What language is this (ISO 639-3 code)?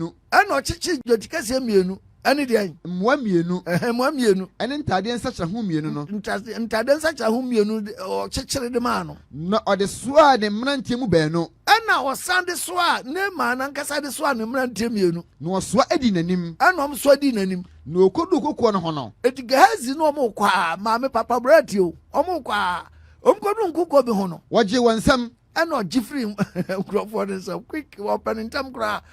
aka